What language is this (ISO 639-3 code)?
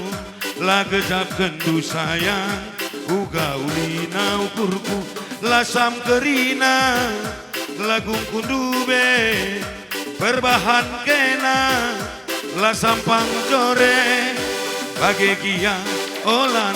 btx